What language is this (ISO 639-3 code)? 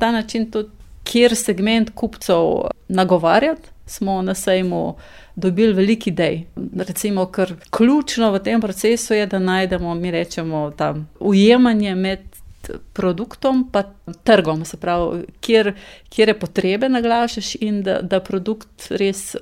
slv